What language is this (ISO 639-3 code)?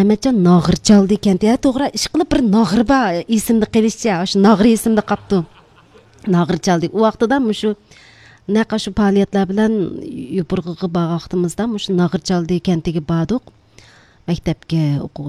uig